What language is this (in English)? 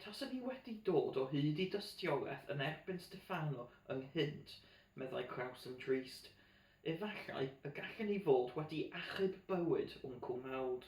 Welsh